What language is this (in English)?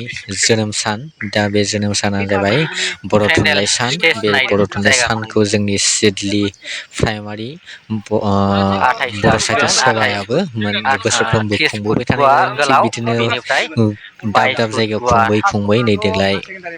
Bodo